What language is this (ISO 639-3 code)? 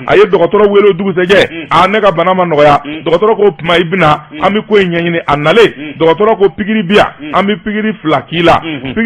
bam